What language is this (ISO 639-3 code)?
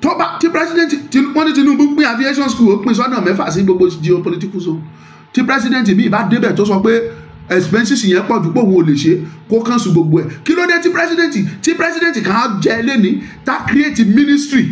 yor